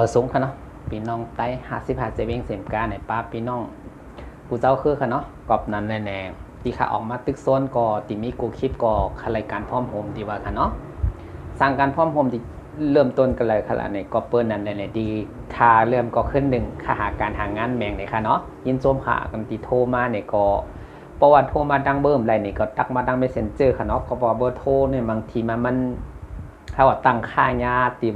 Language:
Shan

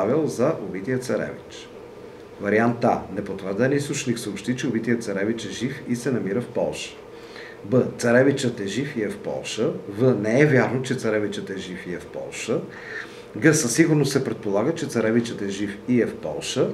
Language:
Bulgarian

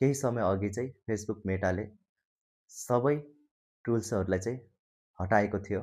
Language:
Nepali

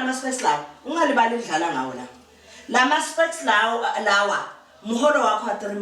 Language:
Zulu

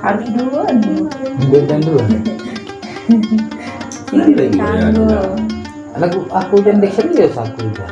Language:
Sasak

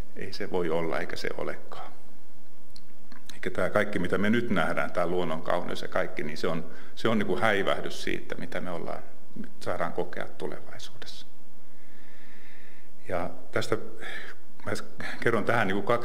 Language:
Finnish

